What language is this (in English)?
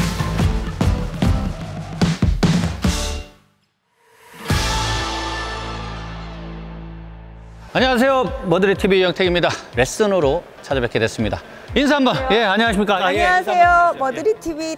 Korean